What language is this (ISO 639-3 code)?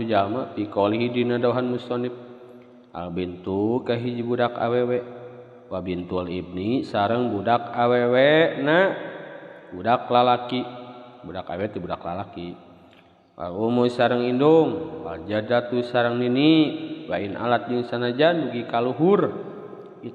sun